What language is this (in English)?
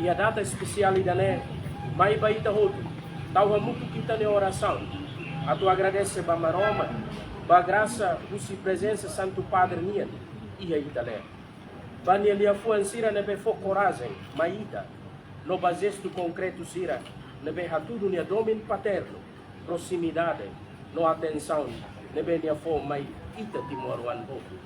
Tetum